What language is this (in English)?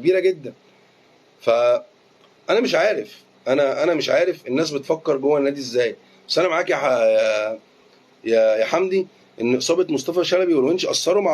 Egyptian Arabic